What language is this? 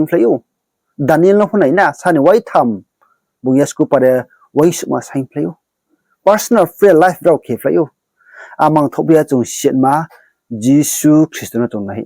Riang (India)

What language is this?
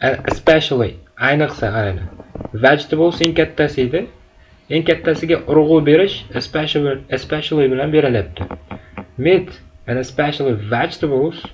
Uzbek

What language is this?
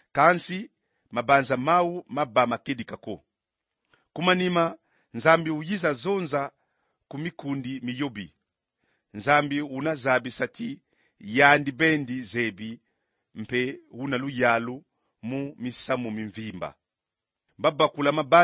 Kongo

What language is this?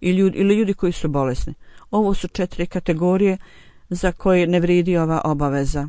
Bosnian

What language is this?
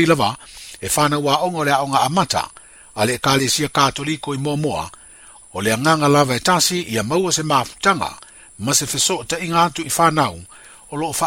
Samoan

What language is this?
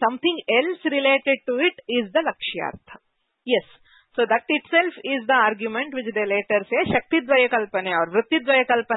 Sanskrit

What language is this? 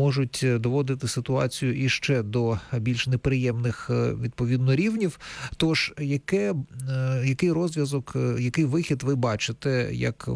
Ukrainian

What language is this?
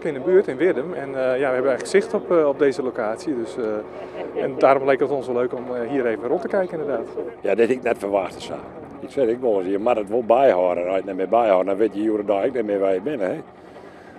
Western Frisian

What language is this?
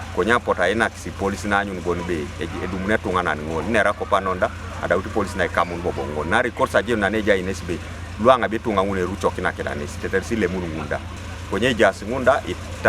Teso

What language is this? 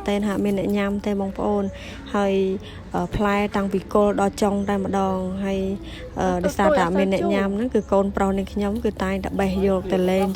Khmer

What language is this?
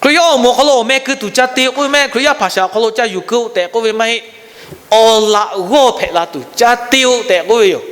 Lahu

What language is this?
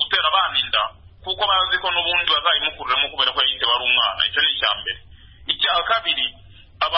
Kinyarwanda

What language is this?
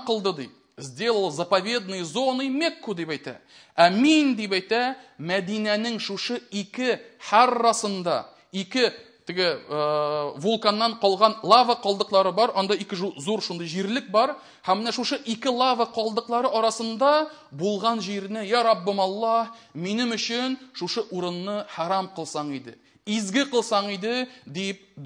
Tatar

